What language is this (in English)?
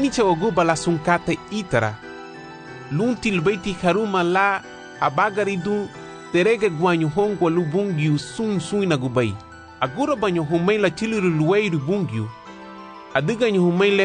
Garifuna